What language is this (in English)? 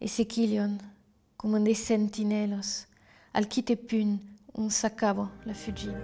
Occitan